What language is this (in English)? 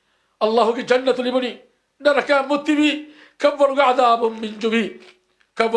Divehi